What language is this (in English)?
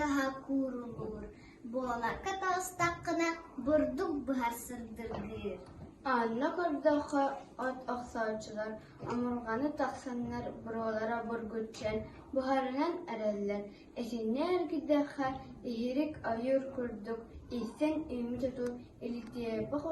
Yakut